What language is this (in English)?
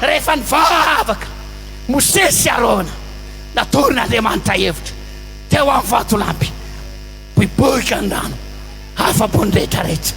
Malagasy